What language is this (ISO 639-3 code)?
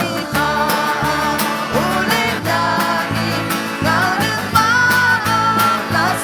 ahk